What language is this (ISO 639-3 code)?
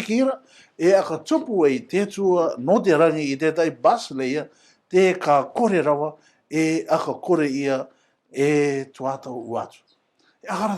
rar